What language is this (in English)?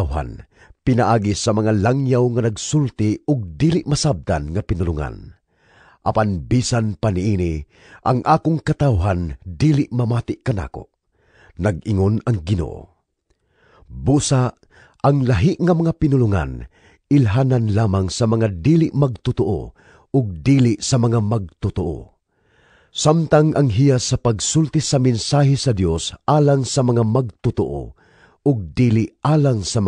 Cebuano